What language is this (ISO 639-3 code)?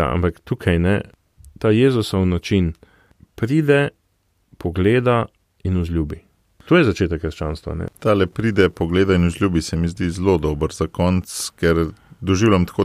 slv